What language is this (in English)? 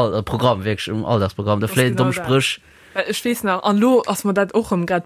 Luxembourgish